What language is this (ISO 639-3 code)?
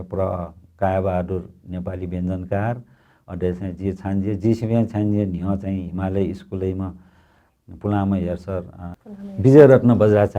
new